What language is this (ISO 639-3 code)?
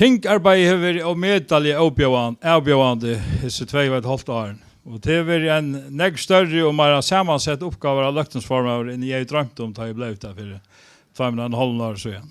fao